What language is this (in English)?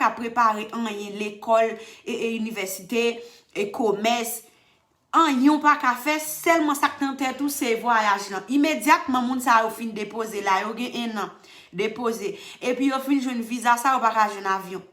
Haitian Creole